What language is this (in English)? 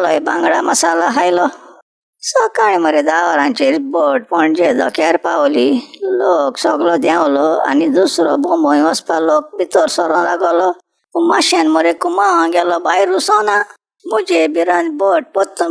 Konkani